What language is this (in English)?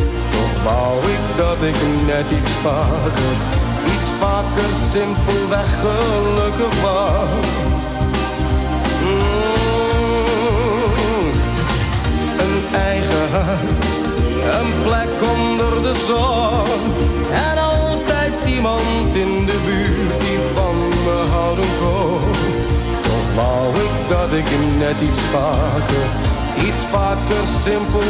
Dutch